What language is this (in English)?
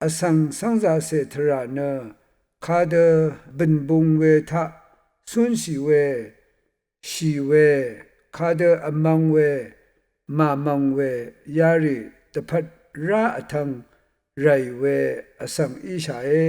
Rawang